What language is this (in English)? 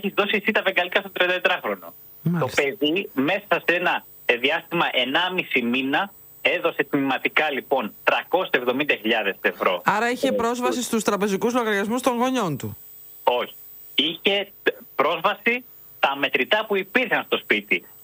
Greek